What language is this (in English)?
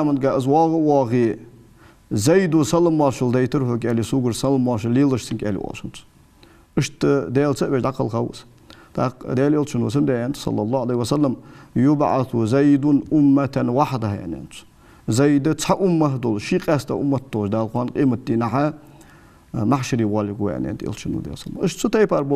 Ingush